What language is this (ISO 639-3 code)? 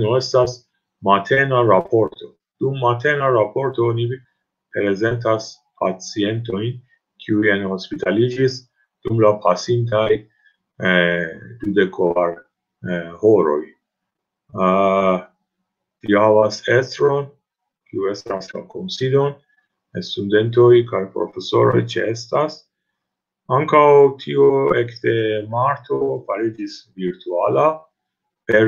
epo